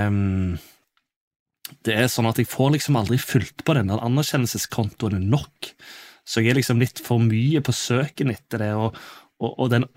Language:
Norwegian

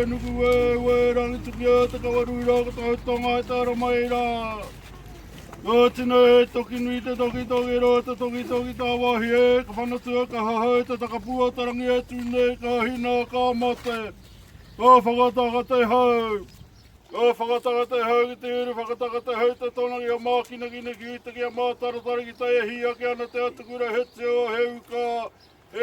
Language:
Māori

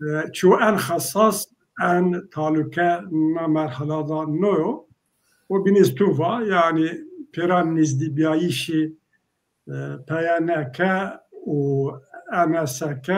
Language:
Zaza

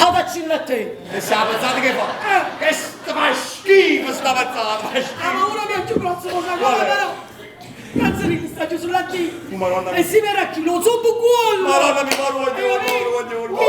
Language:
Neapolitan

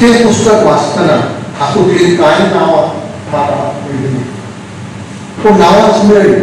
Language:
Konkani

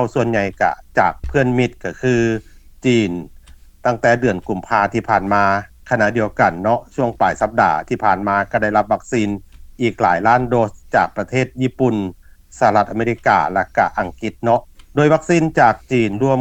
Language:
Lao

